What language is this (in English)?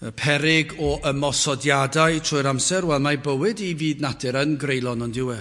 Welsh